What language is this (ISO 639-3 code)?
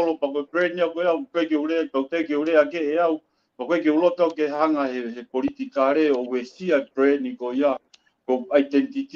ton